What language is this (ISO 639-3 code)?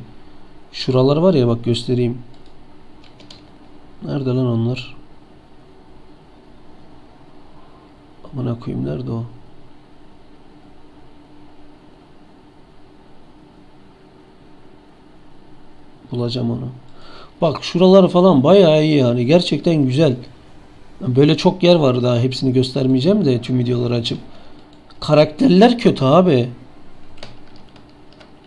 tur